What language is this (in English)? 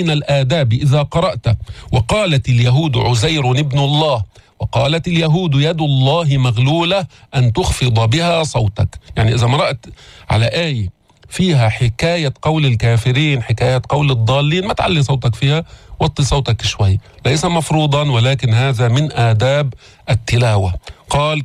North Levantine Arabic